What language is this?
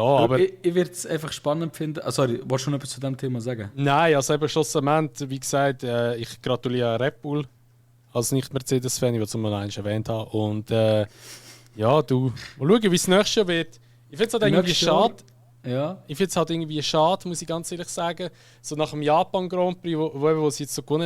Swiss German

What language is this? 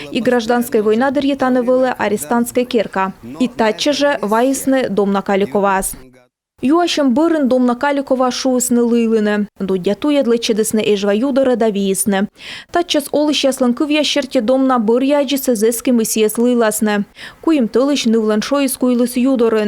Komi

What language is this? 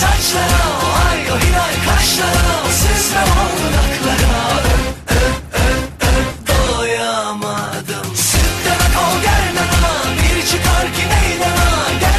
Turkish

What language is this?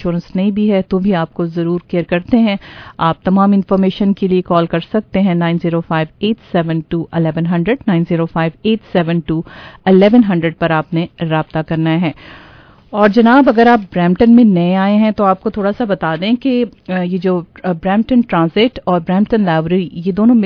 Urdu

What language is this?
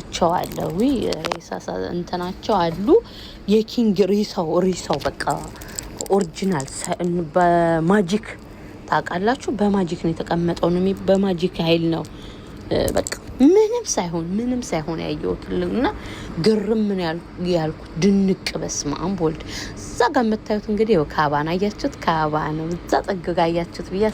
Amharic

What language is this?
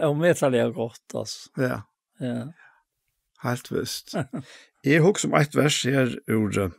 Faroese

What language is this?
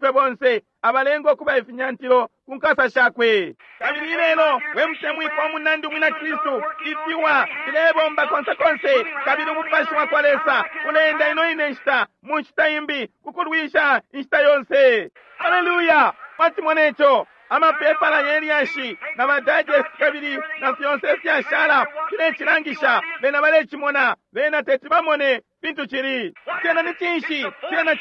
Bemba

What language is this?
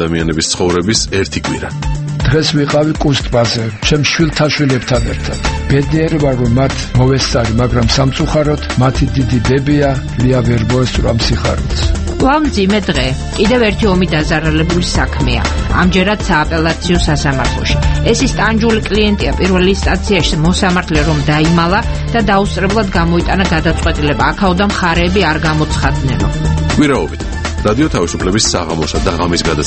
Georgian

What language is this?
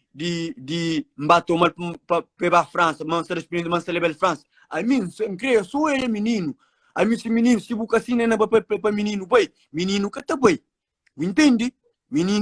Kabuverdianu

